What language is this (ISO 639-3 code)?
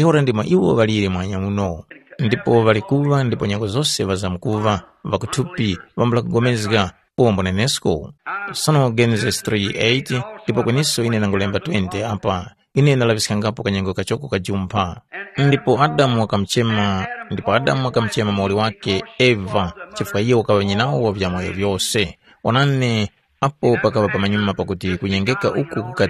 tum